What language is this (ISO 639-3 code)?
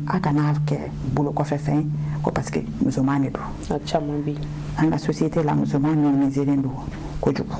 bam